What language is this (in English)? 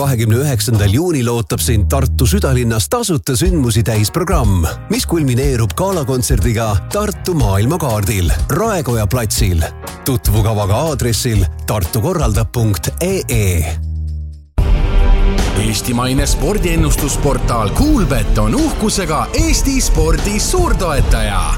Estonian